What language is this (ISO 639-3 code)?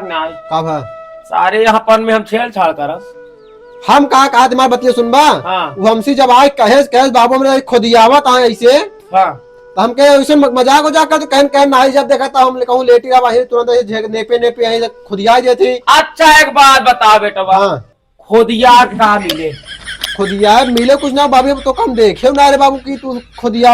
awa